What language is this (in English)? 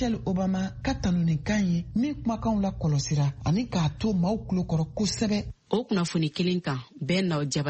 Bambara